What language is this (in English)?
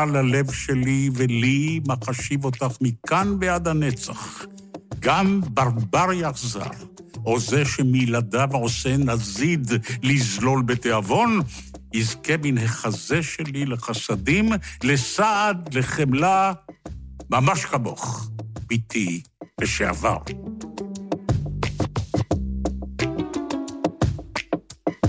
Hebrew